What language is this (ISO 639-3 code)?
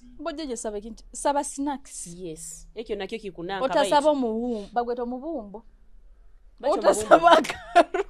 nyo